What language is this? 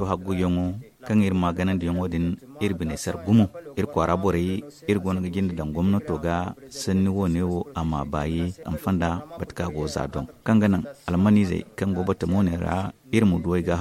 Zarma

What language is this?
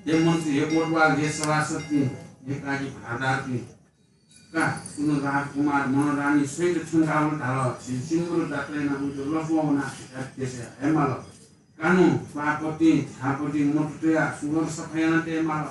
Newari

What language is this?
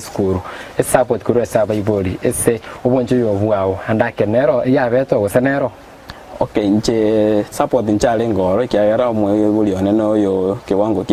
Gusii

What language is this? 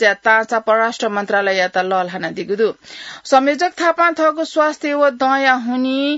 Newari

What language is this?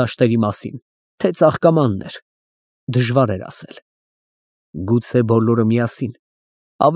Armenian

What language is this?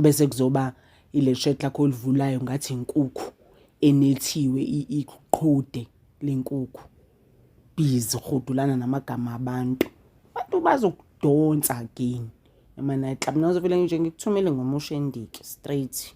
Zulu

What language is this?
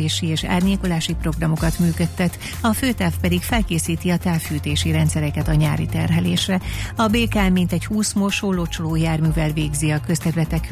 Hungarian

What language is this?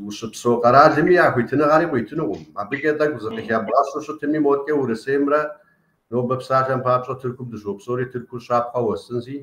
Kabardian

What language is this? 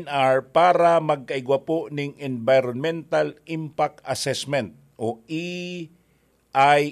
Bikol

